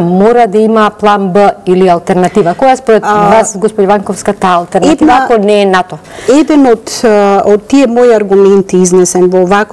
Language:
Macedonian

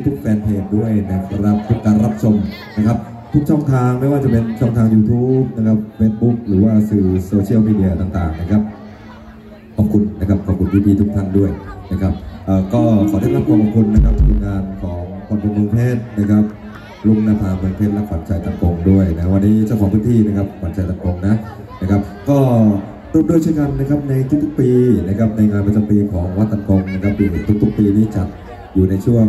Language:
Thai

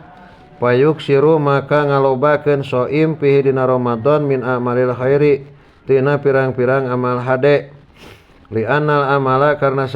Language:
Sundanese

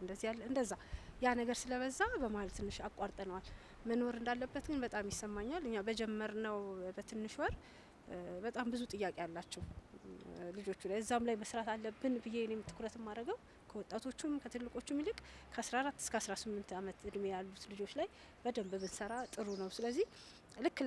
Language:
Amharic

